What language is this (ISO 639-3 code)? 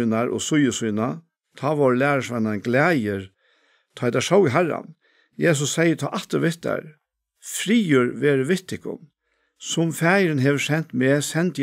fao